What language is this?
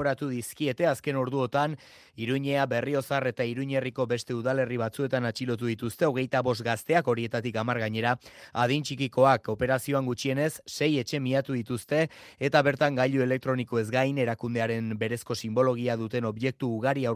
Basque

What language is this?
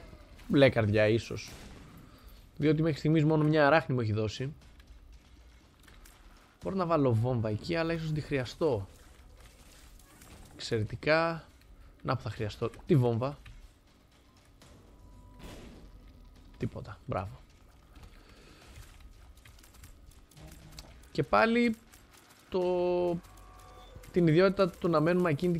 Greek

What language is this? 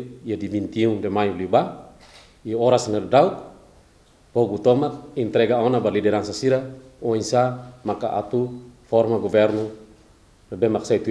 Tetum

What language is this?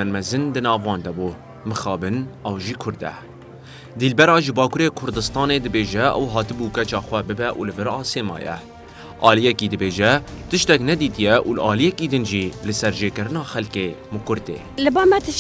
Kurdish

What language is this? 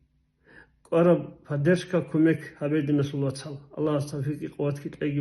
Avaric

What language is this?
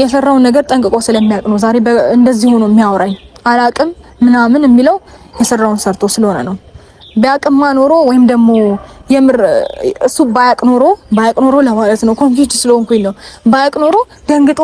Amharic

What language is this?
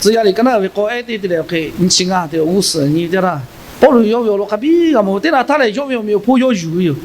Lahu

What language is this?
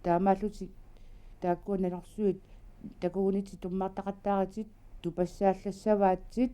Kalaallisut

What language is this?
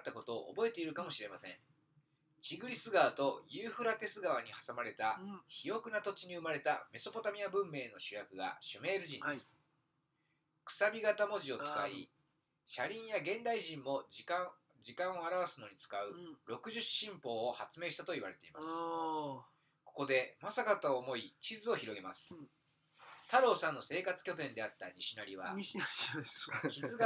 Japanese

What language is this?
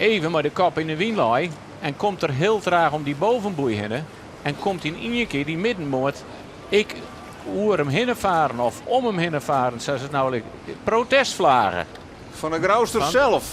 Western Frisian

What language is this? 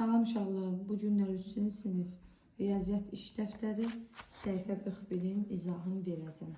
Azerbaijani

